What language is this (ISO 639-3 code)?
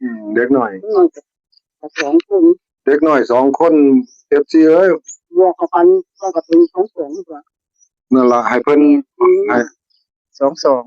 tts